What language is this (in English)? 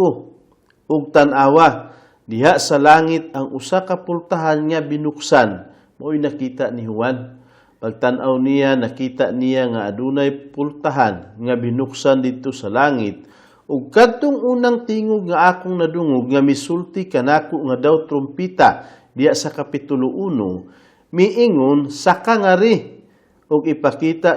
Cebuano